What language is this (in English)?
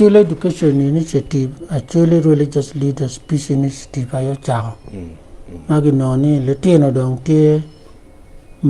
Acoli